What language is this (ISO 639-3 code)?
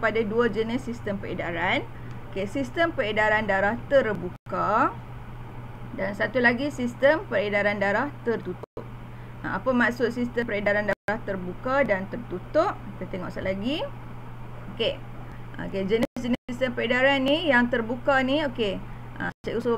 msa